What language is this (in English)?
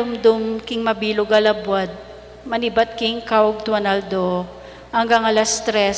Pampanga